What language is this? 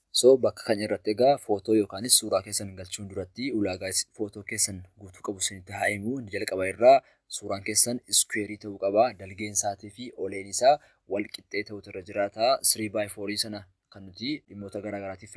Oromo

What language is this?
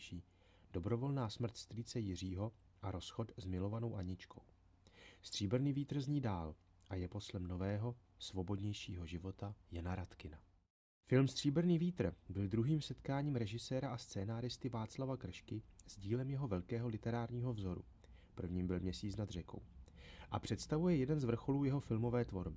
Czech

